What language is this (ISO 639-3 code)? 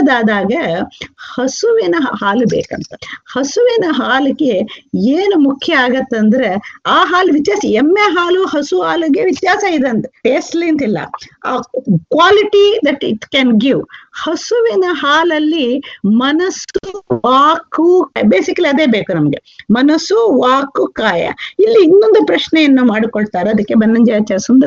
kan